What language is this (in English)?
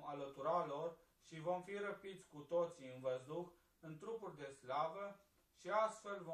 Romanian